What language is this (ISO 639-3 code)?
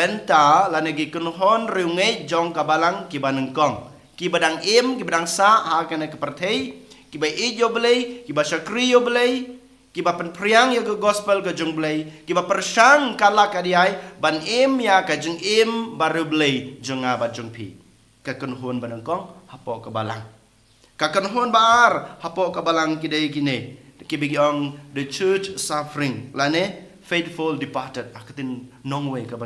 kha